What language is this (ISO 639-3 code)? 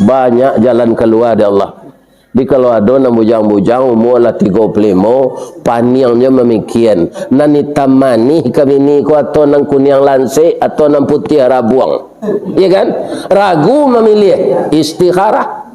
min